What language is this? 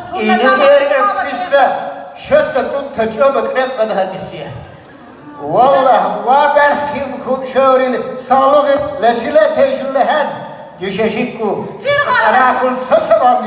Lak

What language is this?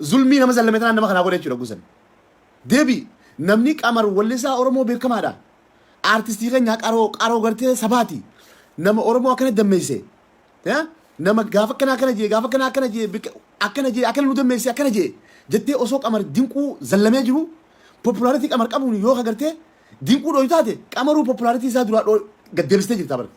Oromo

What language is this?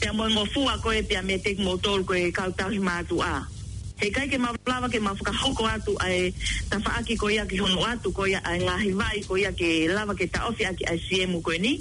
Tongan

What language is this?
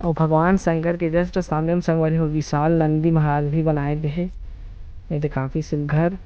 Chhattisgarhi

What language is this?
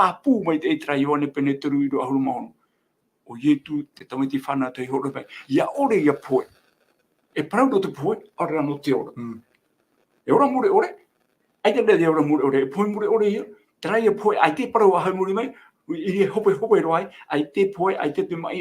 Tahitian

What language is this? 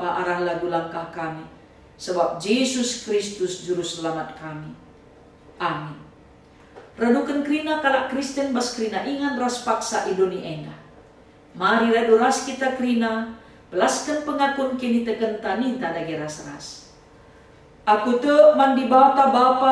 Batak Karo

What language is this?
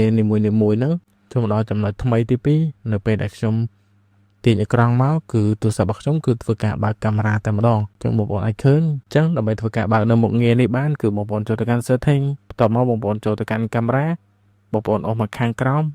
Khmer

